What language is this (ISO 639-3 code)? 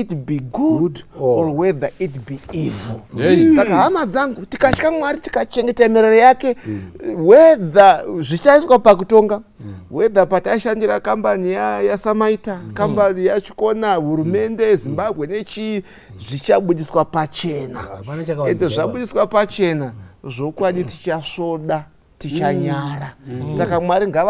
sna